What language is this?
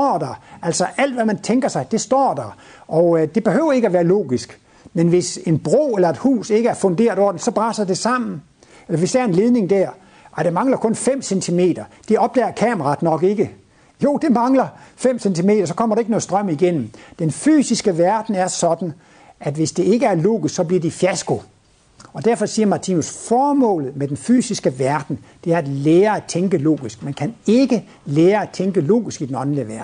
Danish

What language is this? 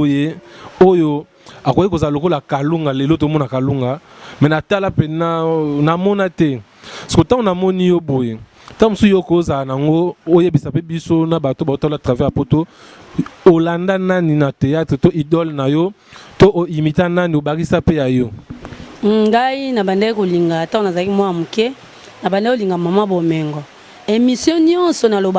Lingala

